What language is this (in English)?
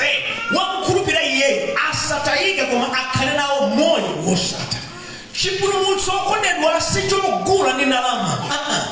Nyanja